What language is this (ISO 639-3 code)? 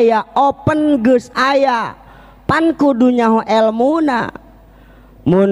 sun